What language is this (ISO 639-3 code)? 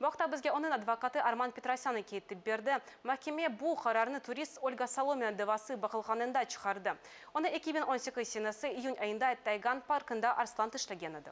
crh